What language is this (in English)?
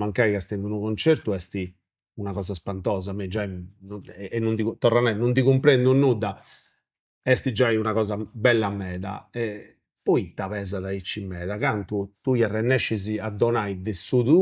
Sardinian